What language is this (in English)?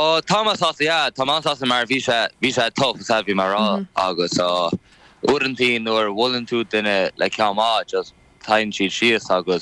Irish